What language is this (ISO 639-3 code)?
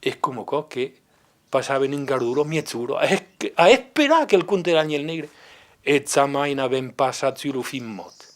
oci